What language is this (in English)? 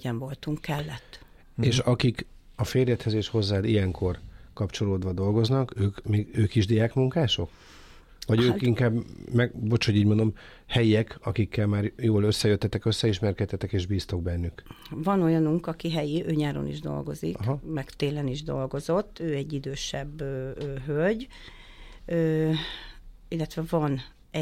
Hungarian